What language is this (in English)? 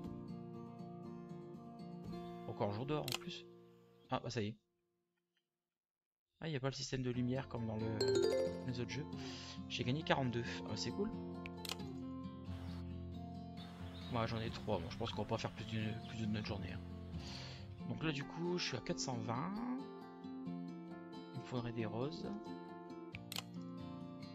French